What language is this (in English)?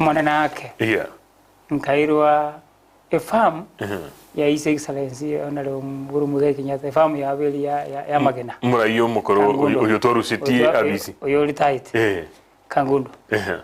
Gusii